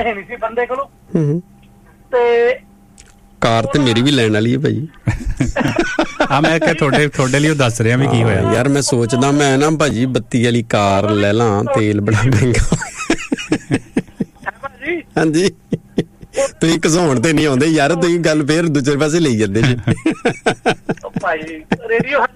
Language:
Punjabi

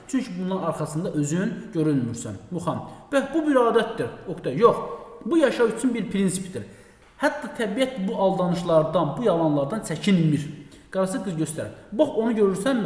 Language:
Azerbaijani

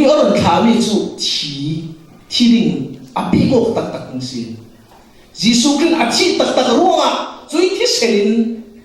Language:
Falam Chin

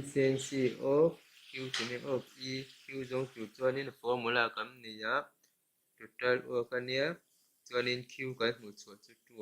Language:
Mizo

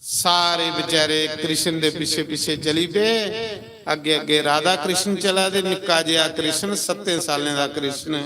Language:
Dogri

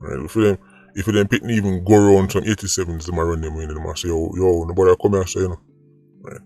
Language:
Jamaican Creole English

